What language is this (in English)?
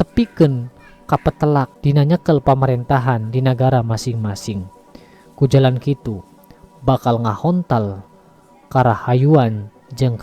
Sundanese